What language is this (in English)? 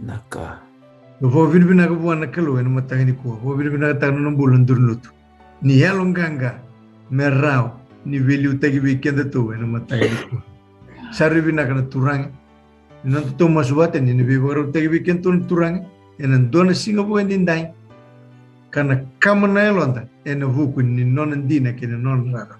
Fijian